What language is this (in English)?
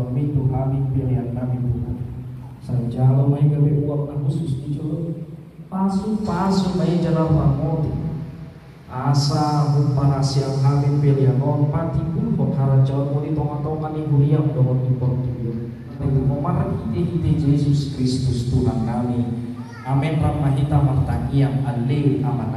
Batak Toba